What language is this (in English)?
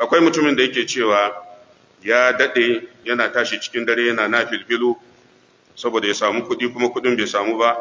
Hausa